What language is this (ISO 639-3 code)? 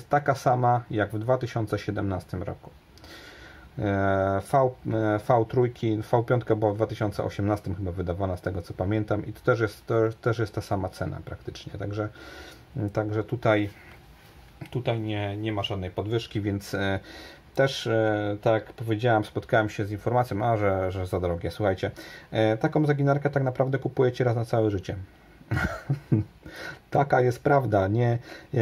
pol